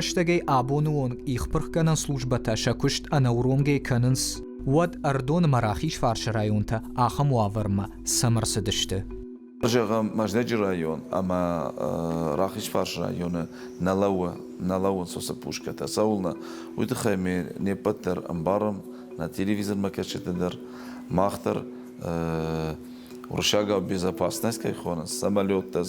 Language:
Ossetic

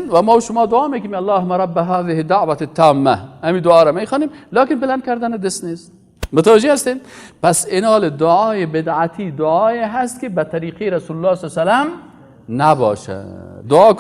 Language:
Persian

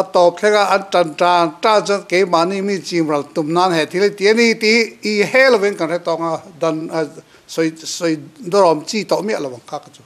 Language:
Mizo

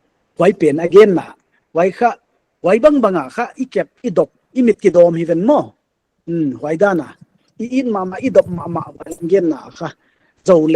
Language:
Paite Chin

